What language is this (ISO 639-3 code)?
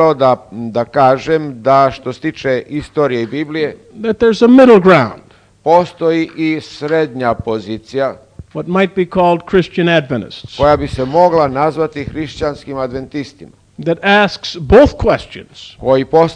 srp